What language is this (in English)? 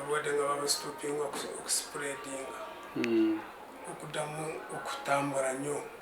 Ganda